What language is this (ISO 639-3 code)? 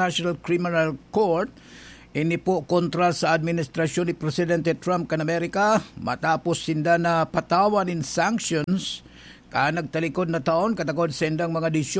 bik